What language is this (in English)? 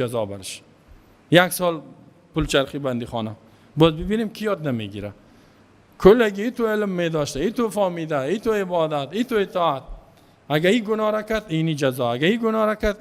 Persian